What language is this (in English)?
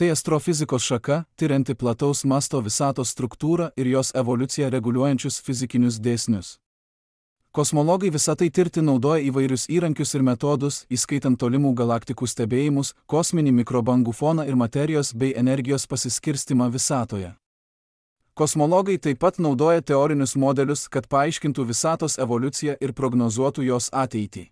Lithuanian